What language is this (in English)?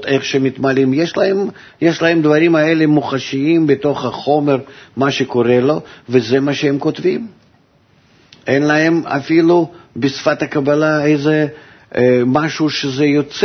Hebrew